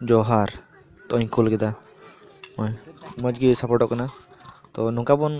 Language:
Santali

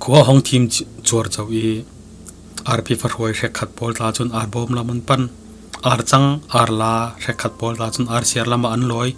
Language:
Falam Chin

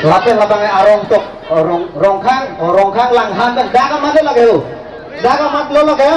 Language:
Karbi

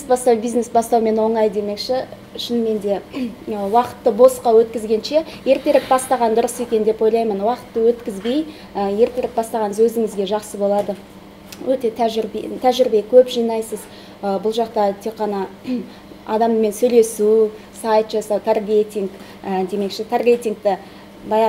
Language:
Kazakh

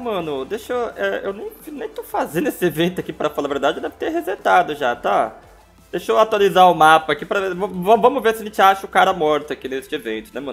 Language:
Portuguese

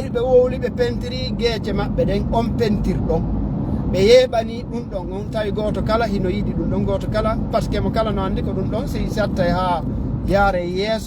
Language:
Fula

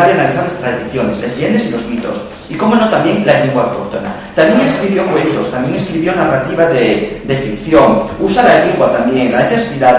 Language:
Asturian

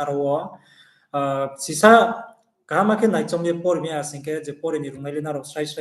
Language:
Riang (India)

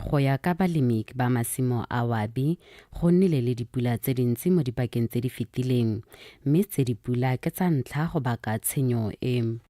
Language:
Tswana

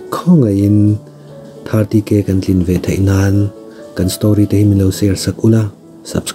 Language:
Mizo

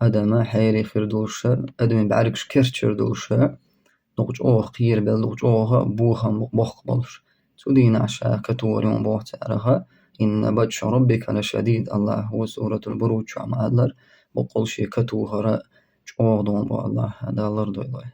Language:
Chechen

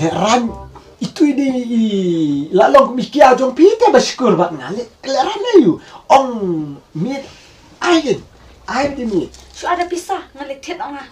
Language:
Khasi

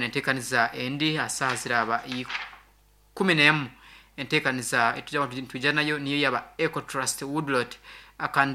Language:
Nyankole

